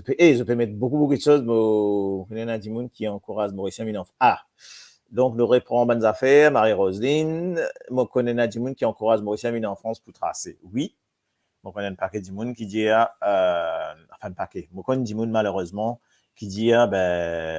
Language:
Morisyen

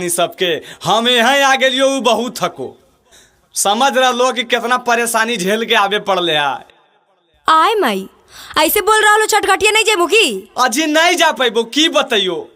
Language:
Magahi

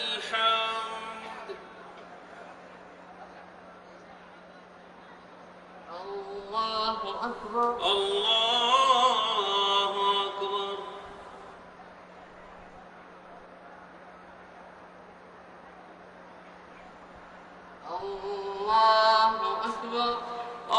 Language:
Arabic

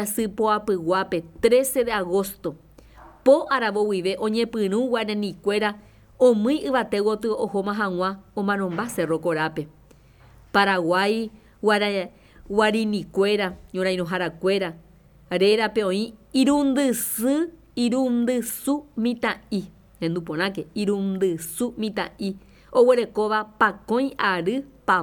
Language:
Guarani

